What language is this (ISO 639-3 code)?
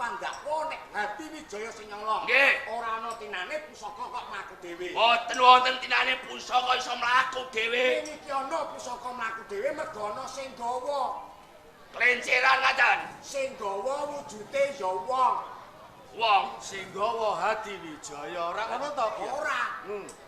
jav